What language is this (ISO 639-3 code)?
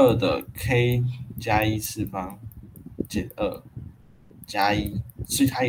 zho